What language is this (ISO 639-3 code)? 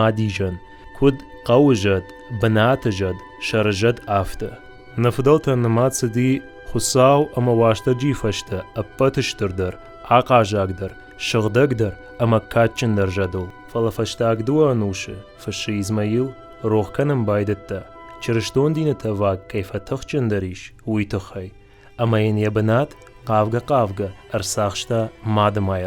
oss